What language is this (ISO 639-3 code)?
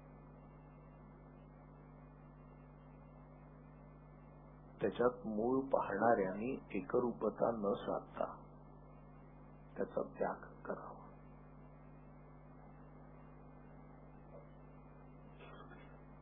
mar